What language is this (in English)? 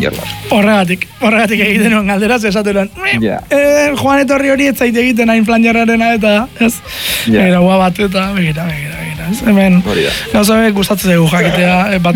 Basque